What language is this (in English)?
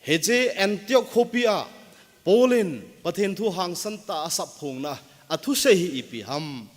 Thado Chin